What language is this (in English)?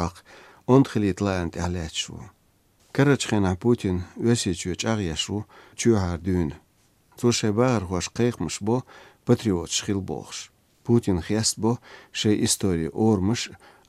Latvian